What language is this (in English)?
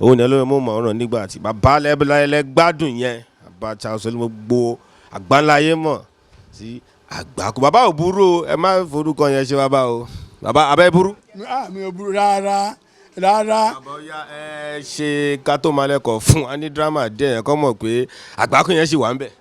Yoruba